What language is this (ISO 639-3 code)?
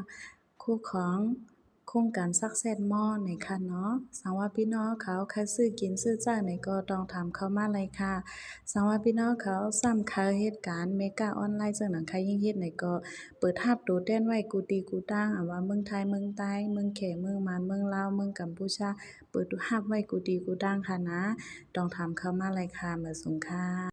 shn